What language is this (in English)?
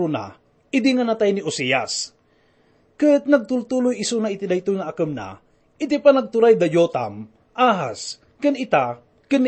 Iloko